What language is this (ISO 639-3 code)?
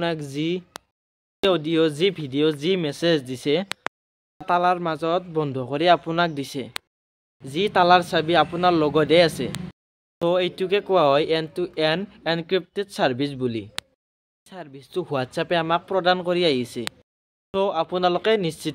asm